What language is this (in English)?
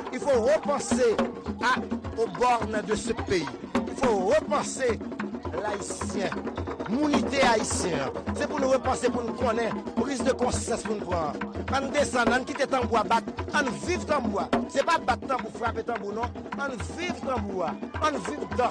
Haitian Creole